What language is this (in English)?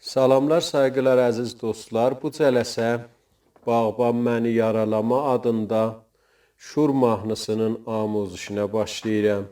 South Azerbaijani